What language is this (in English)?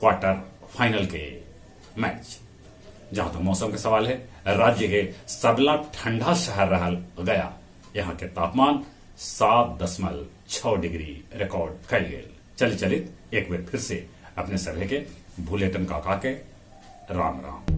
Magahi